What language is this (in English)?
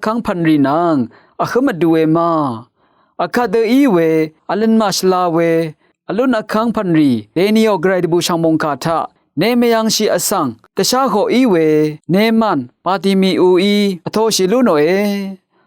Rawang